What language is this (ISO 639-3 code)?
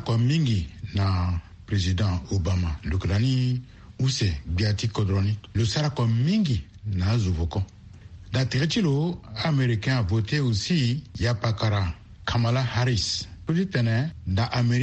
sag